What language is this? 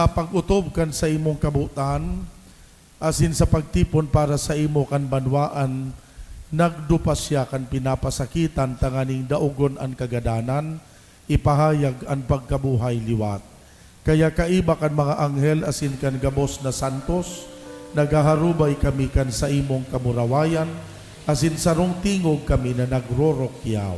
Bikol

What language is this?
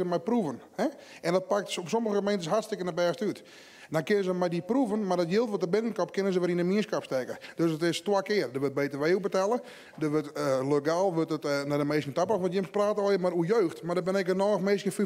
Western Frisian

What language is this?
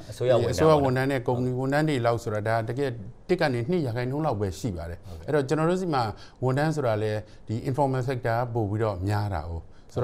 Burmese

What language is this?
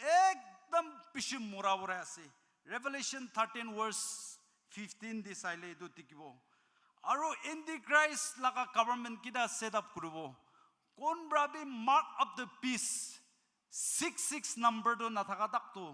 Naga Pidgin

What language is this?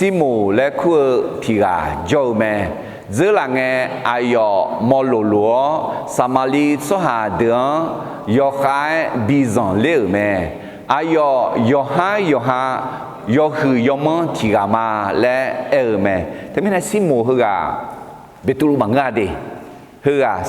Akha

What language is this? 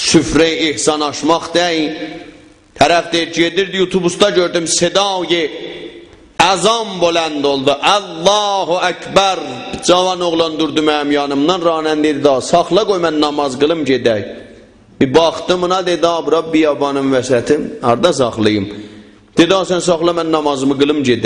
South Azerbaijani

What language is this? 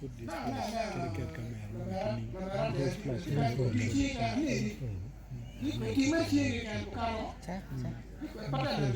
Acoli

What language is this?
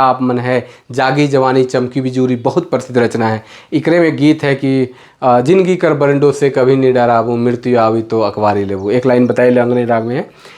Sadri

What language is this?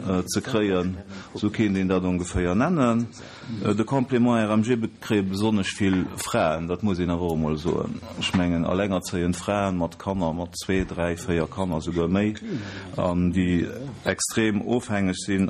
Luxembourgish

